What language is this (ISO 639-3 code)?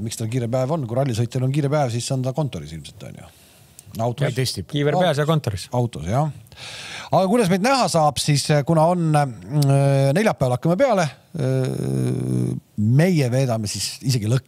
est